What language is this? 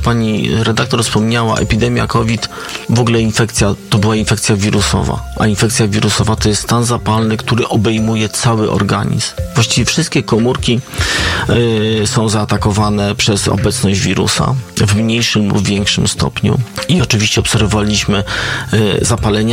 Polish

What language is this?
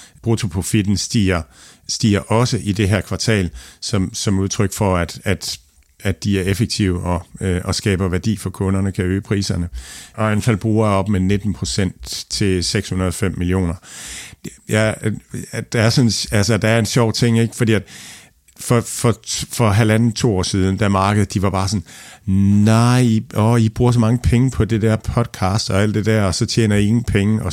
Danish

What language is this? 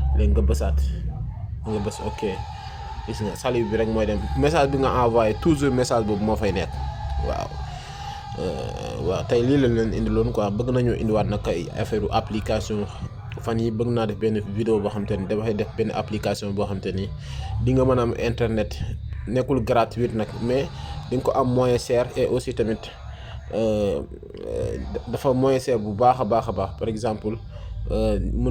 Wolof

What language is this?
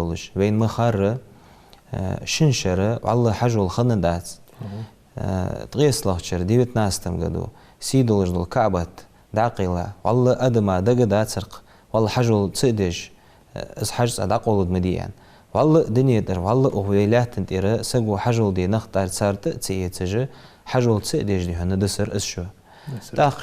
Ingush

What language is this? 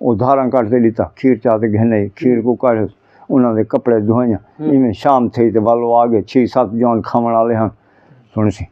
Saraiki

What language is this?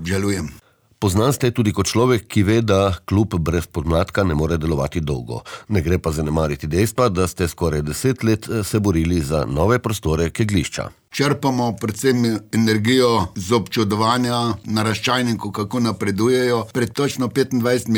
Slovenian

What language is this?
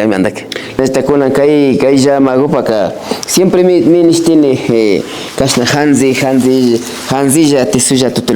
Imbabura Highland Quichua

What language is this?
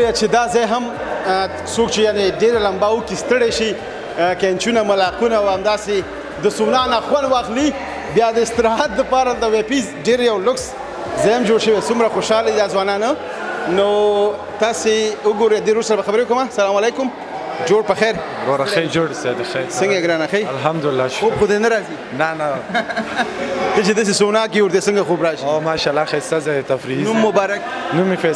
Pashto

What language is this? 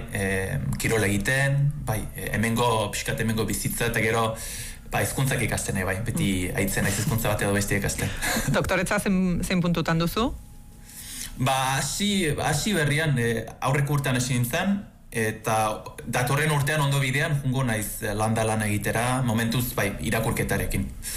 Basque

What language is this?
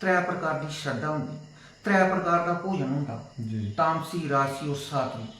Dogri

